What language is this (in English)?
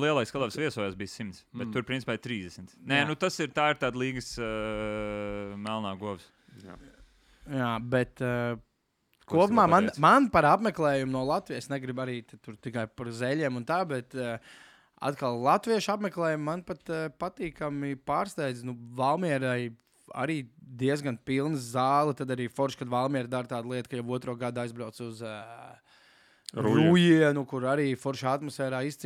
Latvian